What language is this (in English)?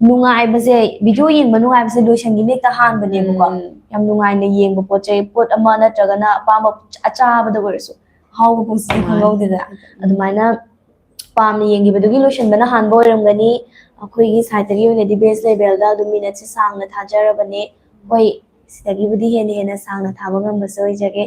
Manipuri